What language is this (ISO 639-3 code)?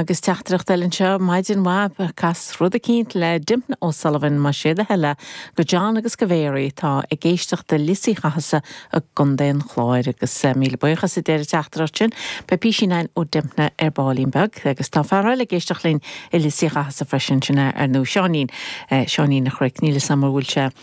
gle